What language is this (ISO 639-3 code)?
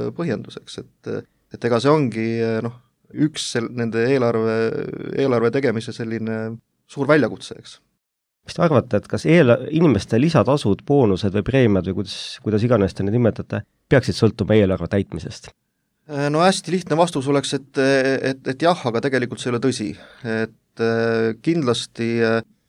est